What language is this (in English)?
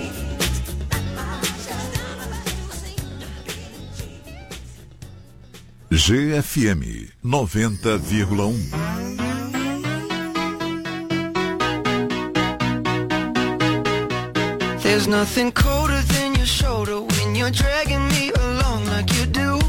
Portuguese